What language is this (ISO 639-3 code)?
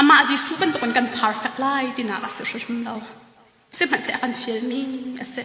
cnh